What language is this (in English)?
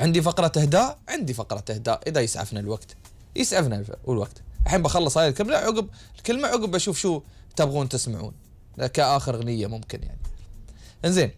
Gulf Arabic